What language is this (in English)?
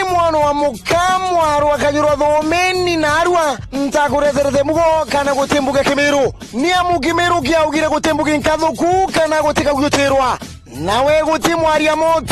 Meru